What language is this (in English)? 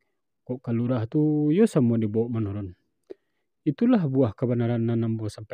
Minangkabau